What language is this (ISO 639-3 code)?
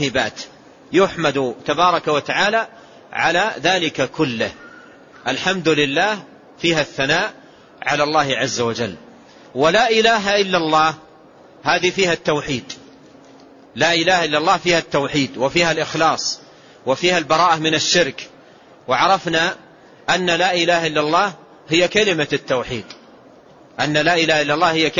ara